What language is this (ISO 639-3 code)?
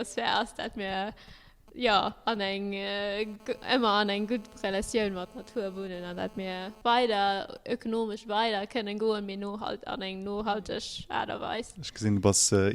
ltz